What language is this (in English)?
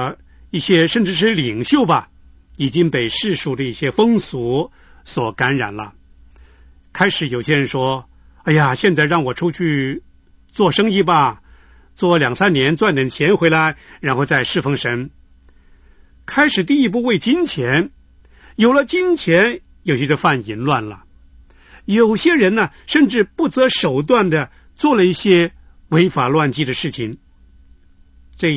Chinese